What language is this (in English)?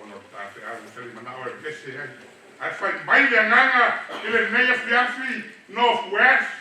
Samoan